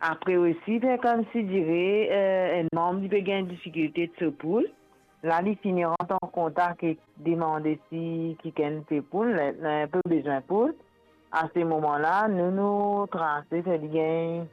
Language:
Morisyen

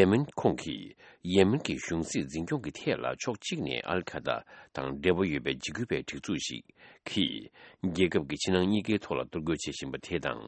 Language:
Tibetan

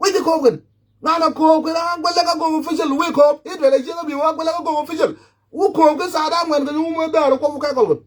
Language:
Nuer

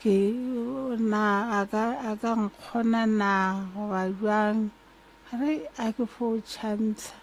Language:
Northern Sotho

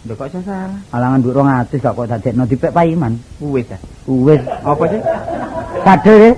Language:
Javanese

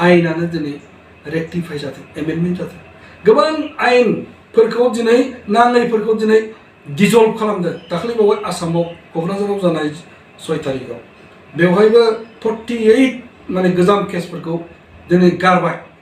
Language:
Bodo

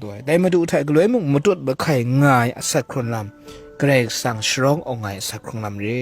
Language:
Kachin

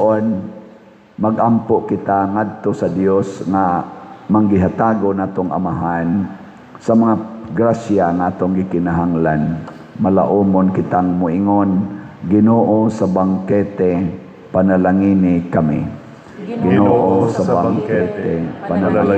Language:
Cebuano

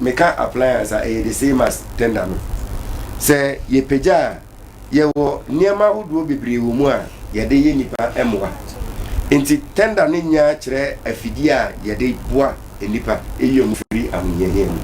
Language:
Akan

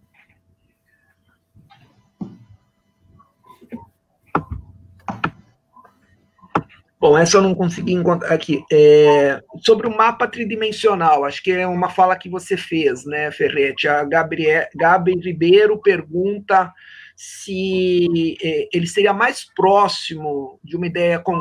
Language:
Portuguese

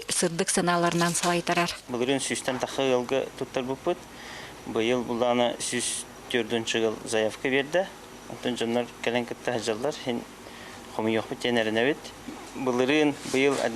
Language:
Yakut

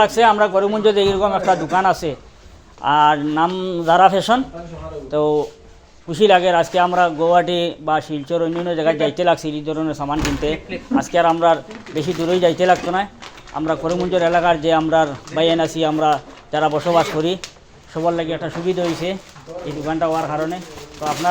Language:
Sylheti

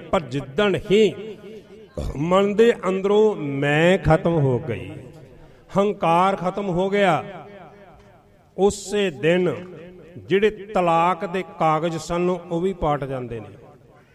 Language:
Punjabi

